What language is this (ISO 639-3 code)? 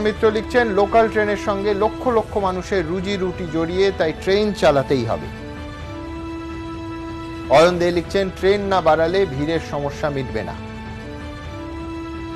ben